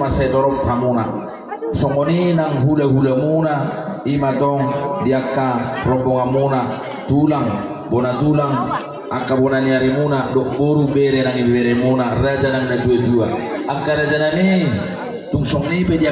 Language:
Batak Toba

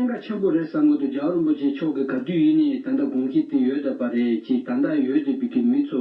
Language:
Tibetan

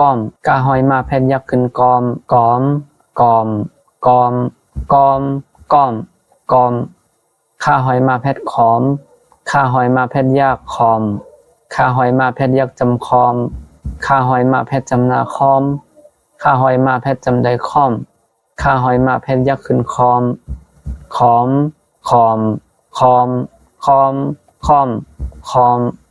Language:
Shan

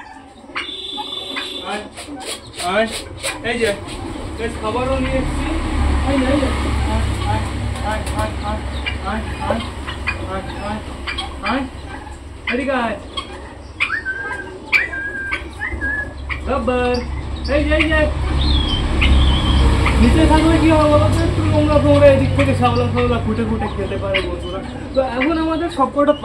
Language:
Bangla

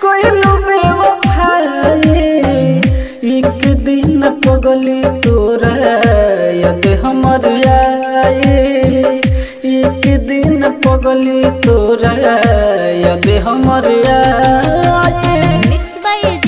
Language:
Bhojpuri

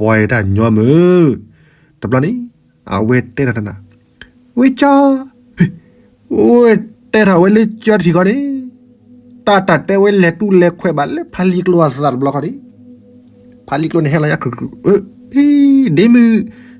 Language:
S'gaw Karen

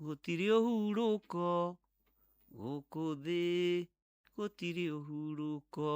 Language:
Kikuyu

